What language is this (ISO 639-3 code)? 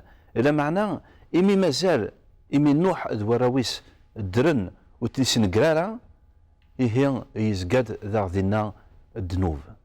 kab